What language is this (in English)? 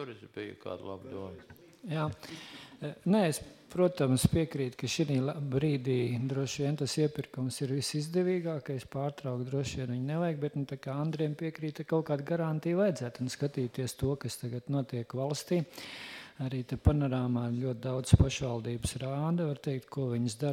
Latvian